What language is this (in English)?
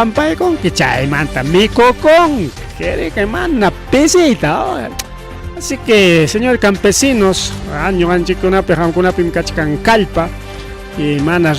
Ayacucho Quechua